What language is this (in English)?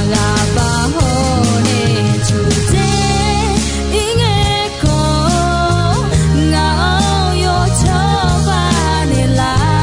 Akha